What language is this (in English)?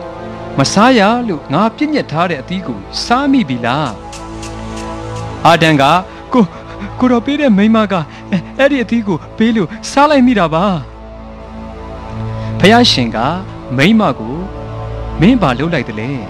Burmese